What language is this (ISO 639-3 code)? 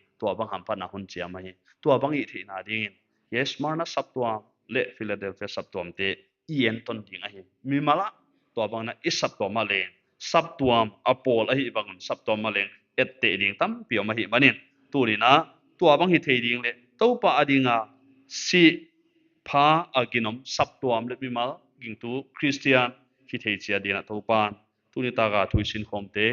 pck